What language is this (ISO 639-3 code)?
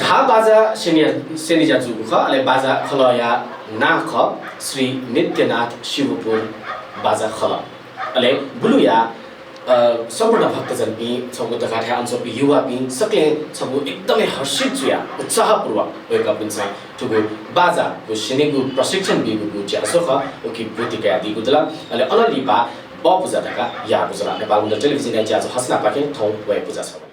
new